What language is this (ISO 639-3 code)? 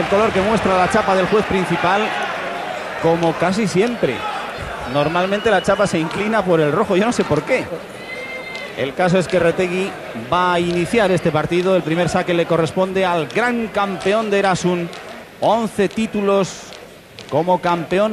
spa